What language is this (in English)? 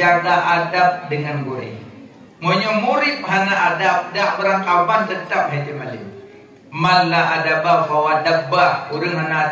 Achinese